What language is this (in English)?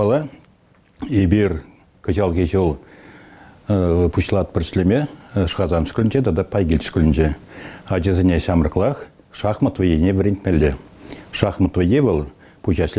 Chuvash